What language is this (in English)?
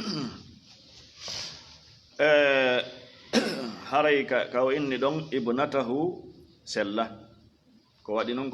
Fula